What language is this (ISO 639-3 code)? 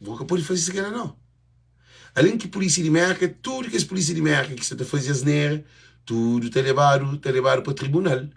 kea